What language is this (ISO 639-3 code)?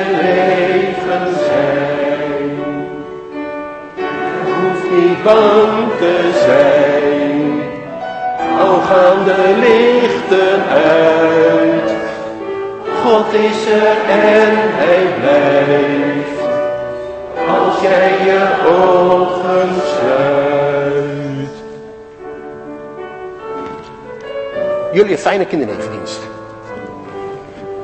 nld